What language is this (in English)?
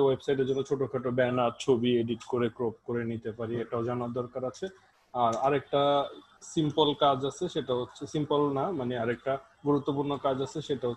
Bangla